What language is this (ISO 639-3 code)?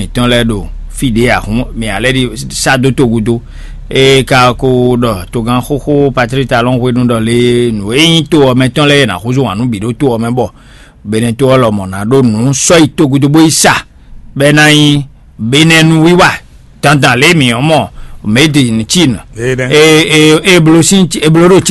fon